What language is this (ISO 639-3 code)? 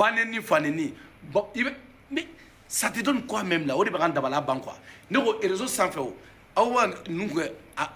bam